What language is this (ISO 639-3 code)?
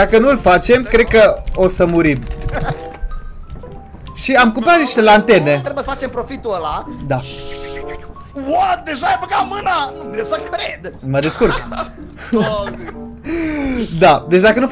ron